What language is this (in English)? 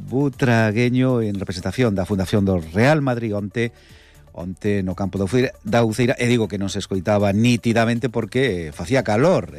Galician